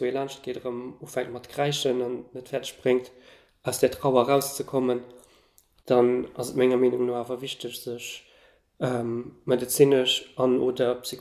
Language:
Luxembourgish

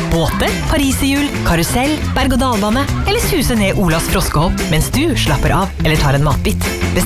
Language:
Norwegian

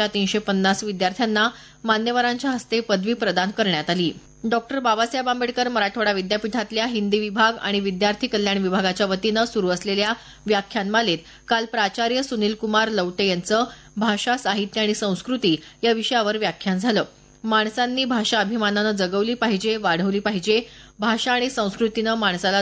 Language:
Marathi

